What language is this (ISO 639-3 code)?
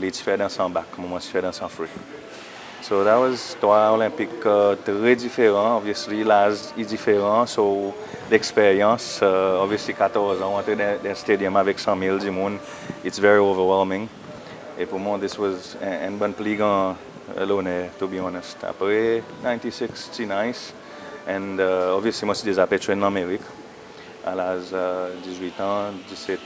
crs